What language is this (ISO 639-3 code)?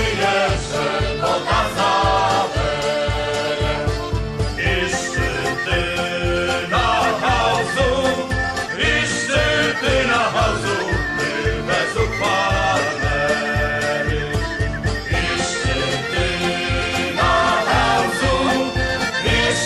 rue